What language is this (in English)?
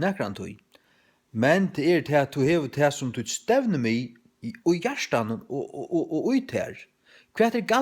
Faroese